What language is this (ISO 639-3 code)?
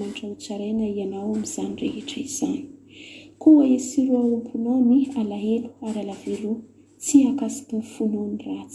mlg